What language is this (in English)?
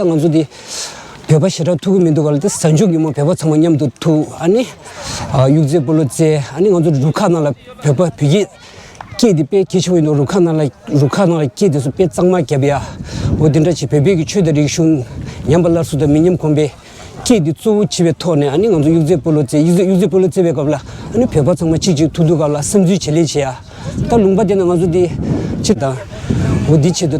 Tibetan